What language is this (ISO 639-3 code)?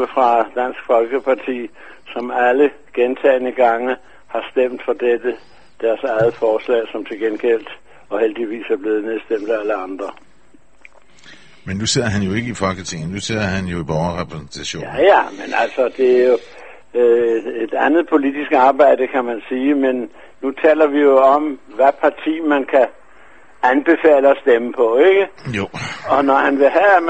dan